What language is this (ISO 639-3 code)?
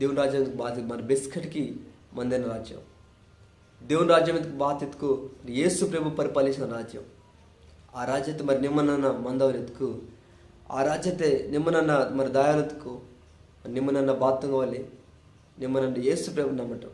kff